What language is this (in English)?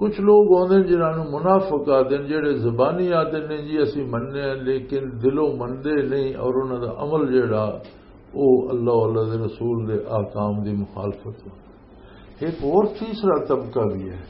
Western Panjabi